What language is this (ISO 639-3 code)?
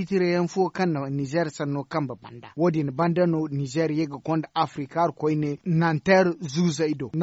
dje